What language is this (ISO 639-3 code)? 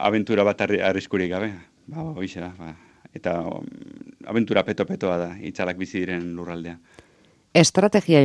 eus